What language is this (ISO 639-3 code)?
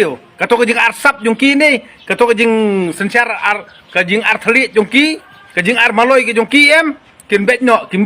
kha